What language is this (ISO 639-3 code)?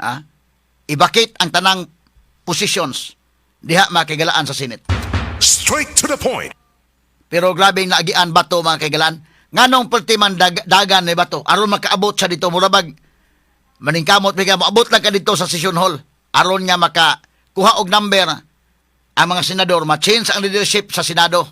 ceb